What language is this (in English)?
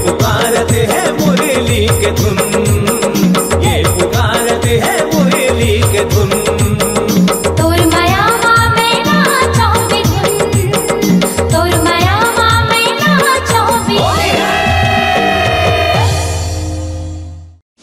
Chhattisgarhi